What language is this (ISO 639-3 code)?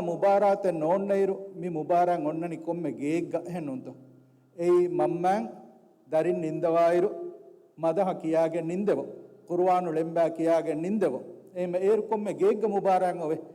div